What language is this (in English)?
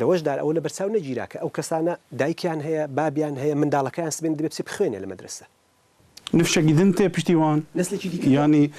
Kurdish